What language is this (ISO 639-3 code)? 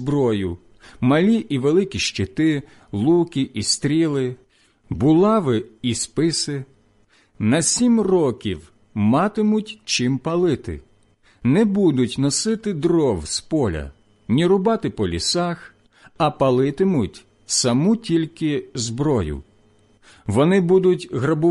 ukr